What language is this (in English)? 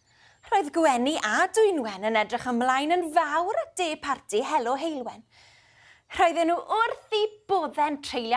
Welsh